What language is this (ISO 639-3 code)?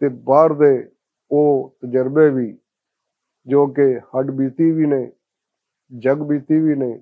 lah